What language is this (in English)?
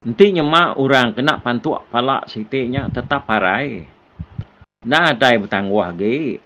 Iban